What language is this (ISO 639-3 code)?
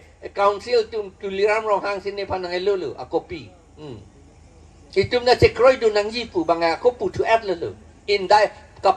mjw